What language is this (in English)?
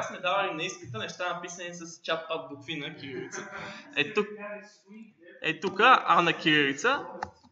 Bulgarian